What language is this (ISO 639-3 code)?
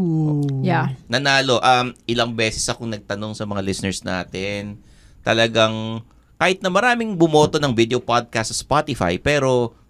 fil